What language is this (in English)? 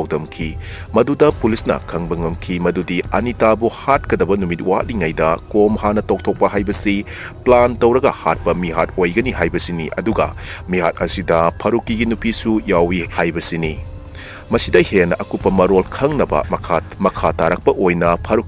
Manipuri